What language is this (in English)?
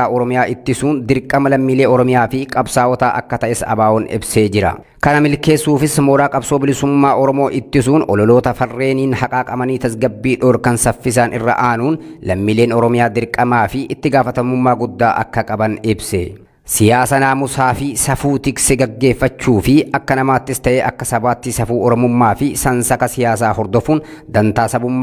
Oromo